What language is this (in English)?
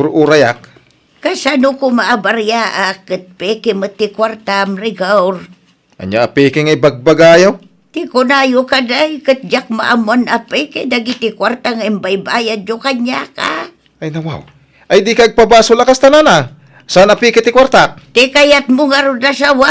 Iloko